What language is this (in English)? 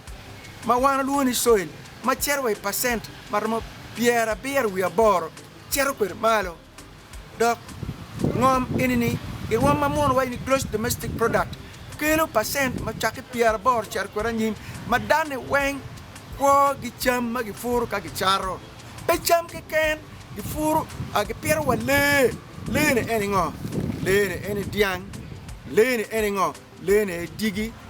Acoli